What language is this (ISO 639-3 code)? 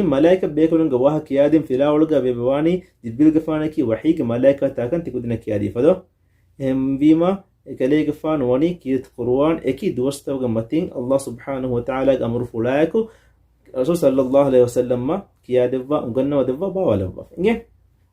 div